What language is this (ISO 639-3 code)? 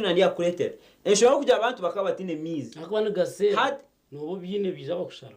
nyn